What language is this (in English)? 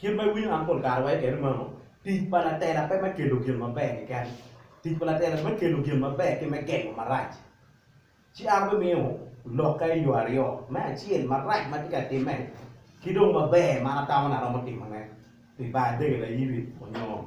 Acoli